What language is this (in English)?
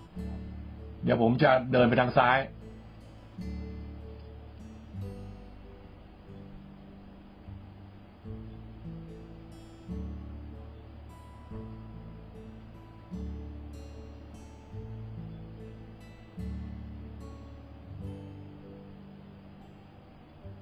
Thai